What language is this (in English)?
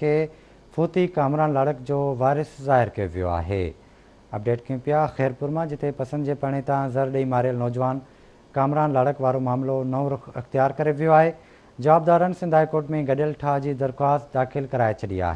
Sindhi